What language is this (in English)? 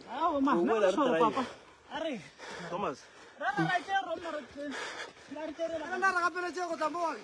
Northern Sotho